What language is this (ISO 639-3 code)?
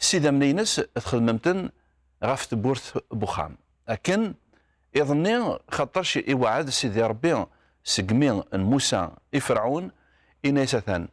kab